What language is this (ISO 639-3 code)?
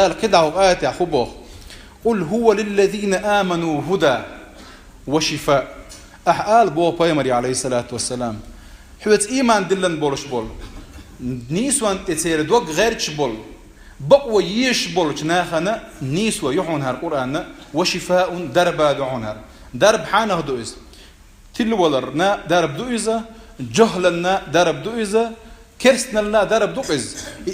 che